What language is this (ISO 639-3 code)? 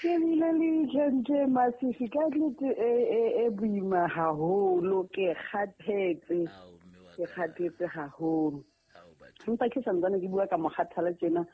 sot